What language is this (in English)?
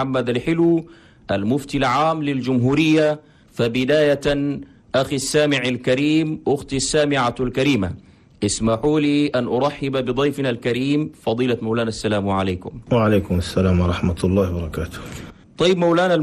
Chadian Arabic